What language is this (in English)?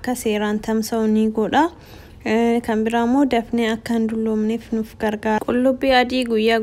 Oromo